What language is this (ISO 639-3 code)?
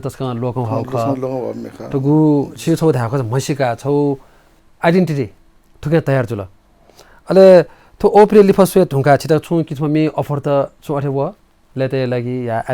new